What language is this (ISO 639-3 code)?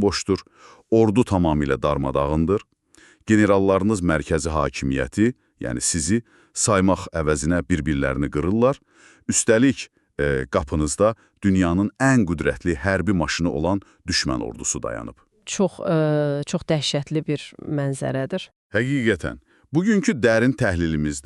aze